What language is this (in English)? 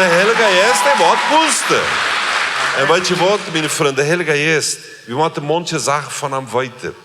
Plautdietsch